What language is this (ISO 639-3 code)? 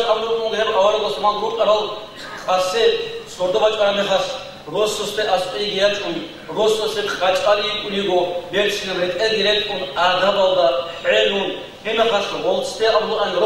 ava